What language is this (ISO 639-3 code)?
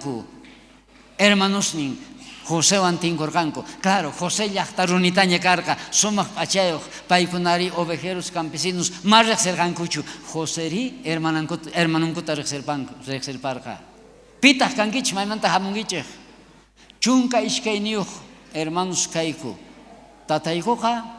quh